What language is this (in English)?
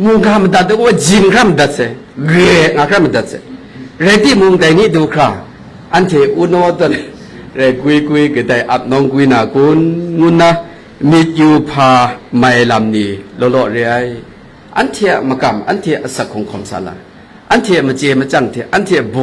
Kachin